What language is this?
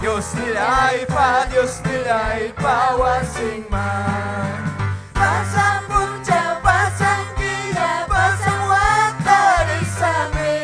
Ayacucho Quechua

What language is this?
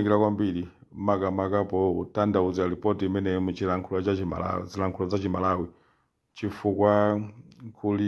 Nyanja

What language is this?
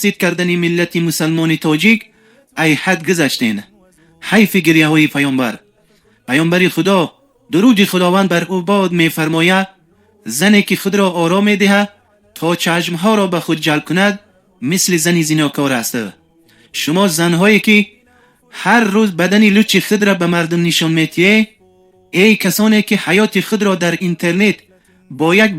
Tajik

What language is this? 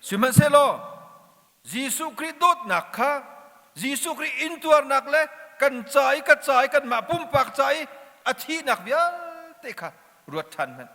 Hakha Chin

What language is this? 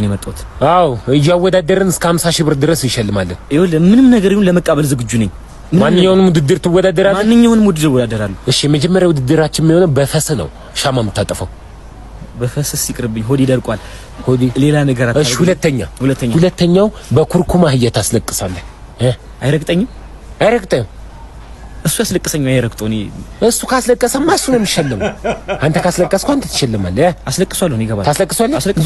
Amharic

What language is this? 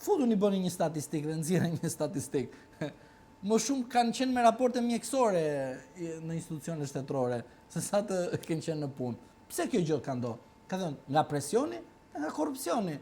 Albanian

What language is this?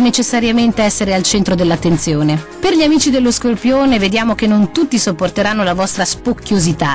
Italian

